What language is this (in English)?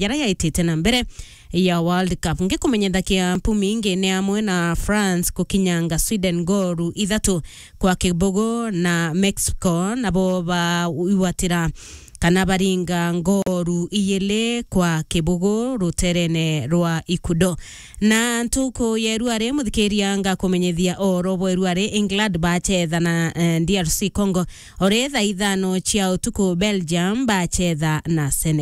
Meru